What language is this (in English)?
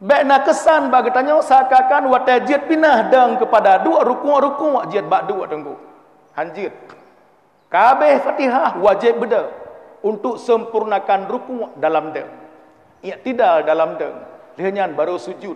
Achinese